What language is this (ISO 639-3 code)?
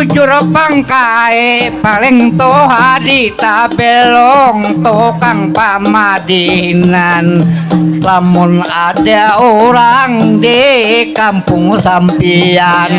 bjn